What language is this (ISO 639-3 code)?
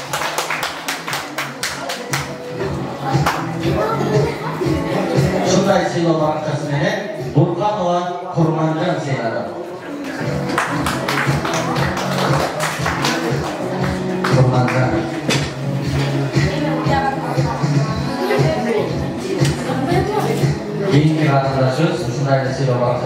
kir